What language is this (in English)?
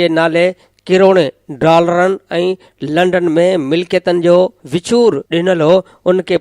Sindhi